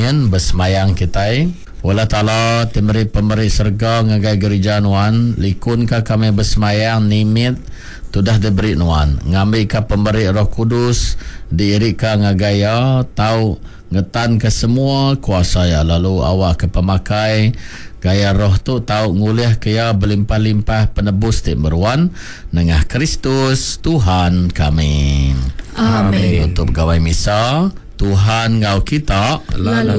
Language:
Iban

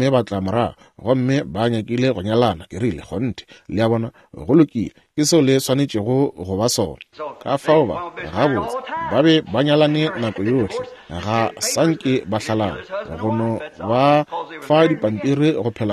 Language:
Northern Sotho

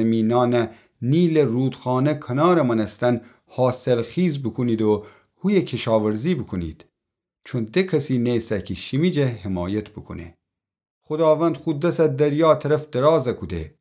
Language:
Gilaki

